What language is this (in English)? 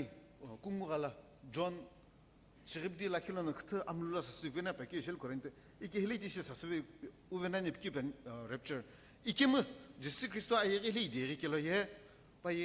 Sumi Naga